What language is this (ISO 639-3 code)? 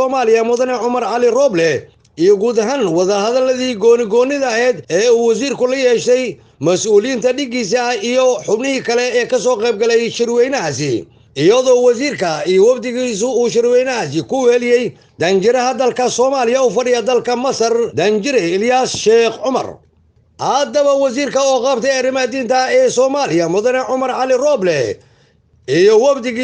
som